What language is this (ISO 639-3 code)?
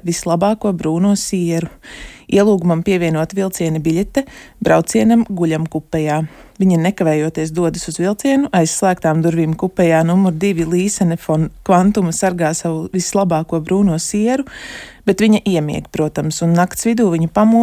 lav